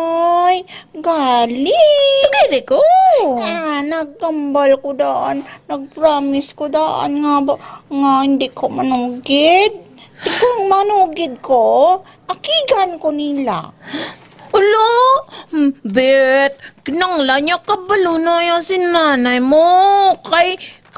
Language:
Hiligaynon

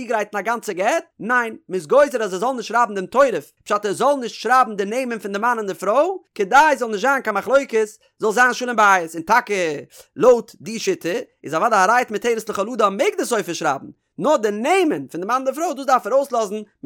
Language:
Yiddish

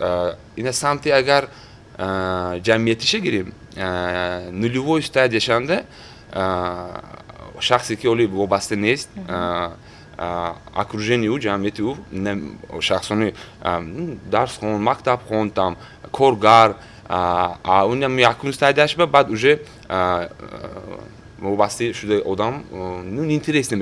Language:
Tajik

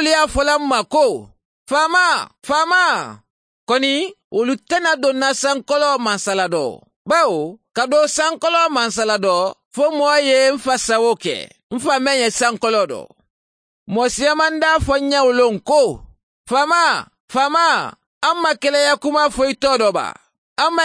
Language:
Mandingo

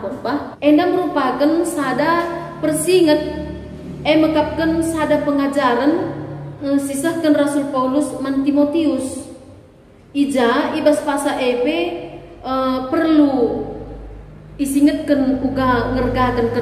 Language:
Batak Karo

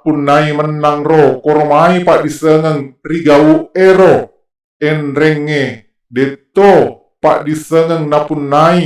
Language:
Buginese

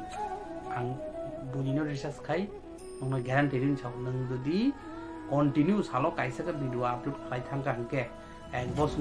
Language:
Kok Borok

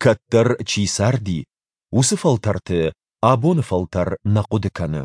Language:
Ossetic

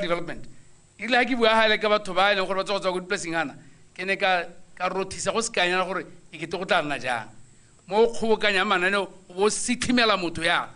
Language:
Tswana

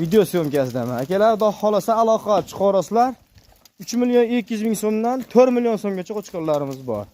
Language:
Uzbek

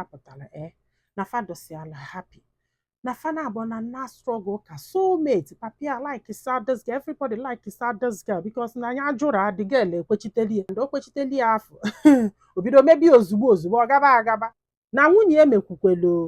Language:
Igbo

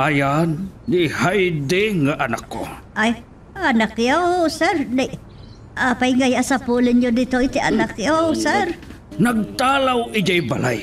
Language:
Iloko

